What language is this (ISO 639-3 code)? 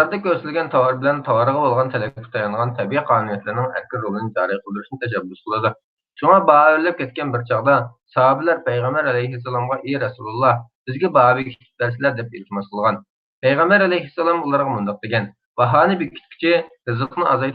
uig